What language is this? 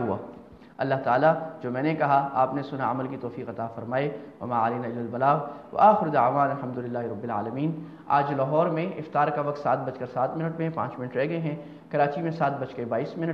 Urdu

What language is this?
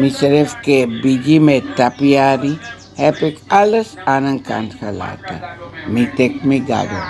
Sranan Tongo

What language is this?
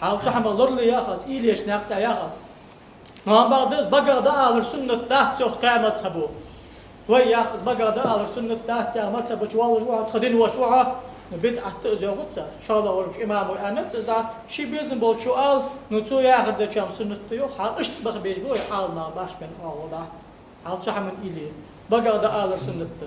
Ingush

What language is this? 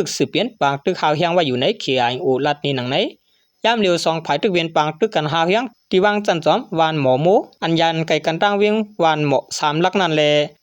Shan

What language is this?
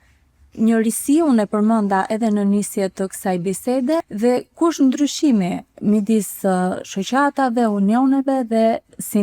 Albanian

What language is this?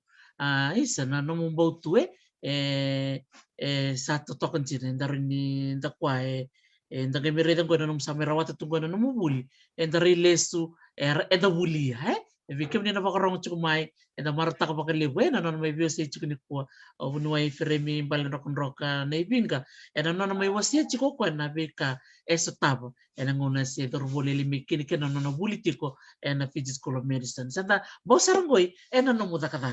Fijian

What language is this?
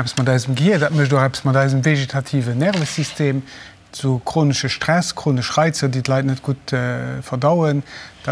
Luxembourgish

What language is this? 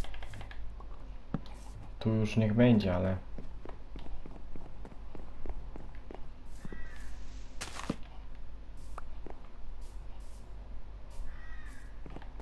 Polish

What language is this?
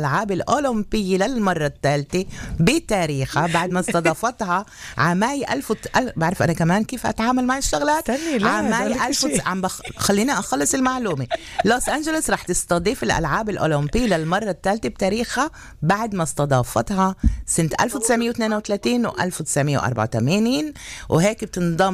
North Levantine Arabic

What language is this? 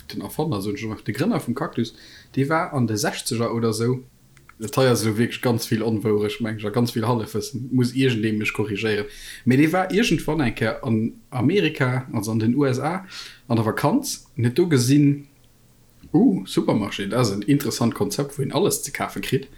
Luxembourgish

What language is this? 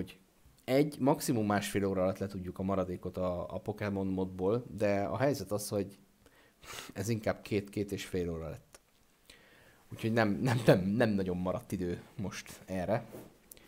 Hungarian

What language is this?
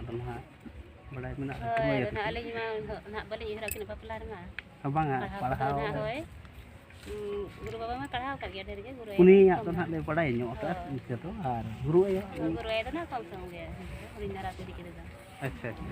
Santali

